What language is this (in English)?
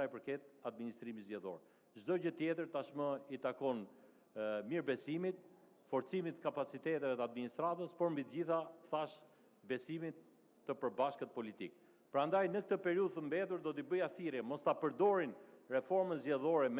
Albanian